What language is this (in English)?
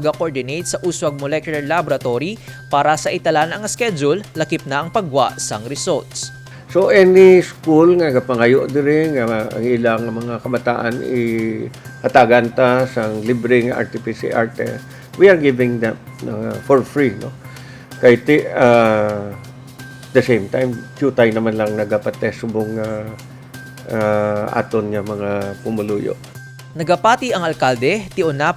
Hiligaynon